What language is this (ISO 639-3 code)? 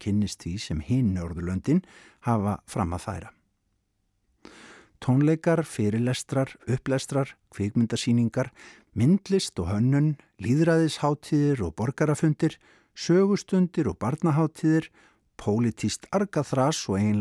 isl